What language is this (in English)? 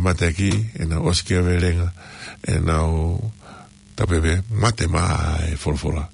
Tongan